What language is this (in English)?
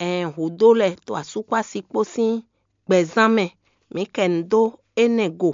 Fon